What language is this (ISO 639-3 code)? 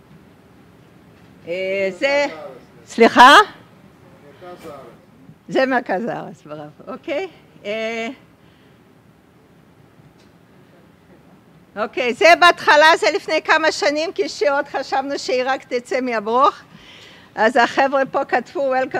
heb